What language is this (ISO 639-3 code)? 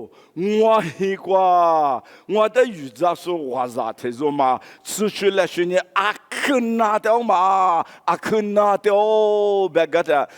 lis